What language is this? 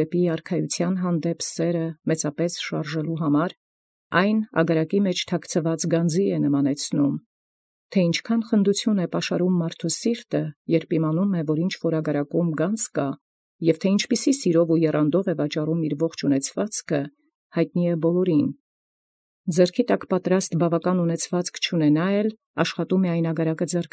Armenian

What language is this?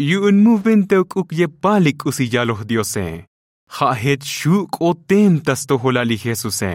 Tzotzil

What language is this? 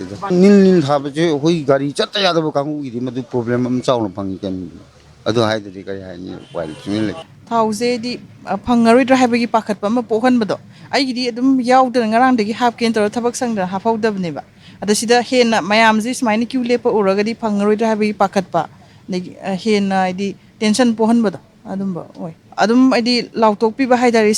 Manipuri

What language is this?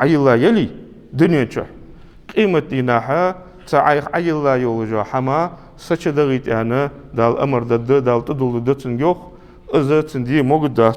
Ingush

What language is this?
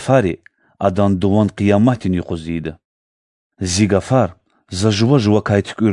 Lezghian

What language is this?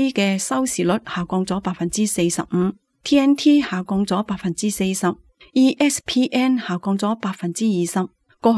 Cantonese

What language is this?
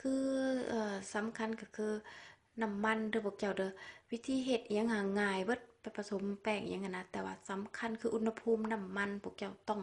Lao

